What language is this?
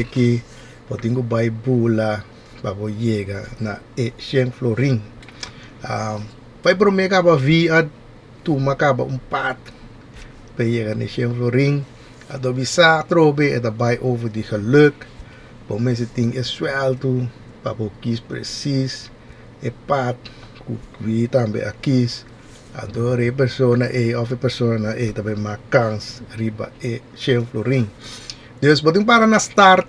Papiamento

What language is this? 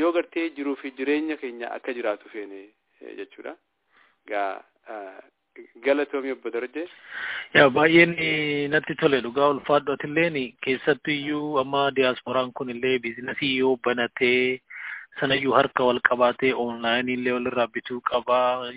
Oromo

